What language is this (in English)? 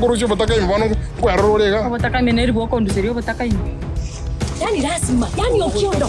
Gusii